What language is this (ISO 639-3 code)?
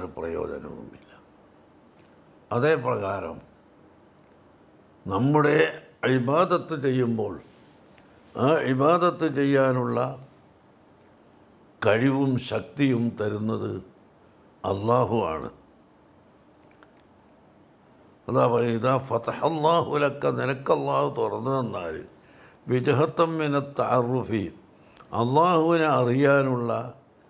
mal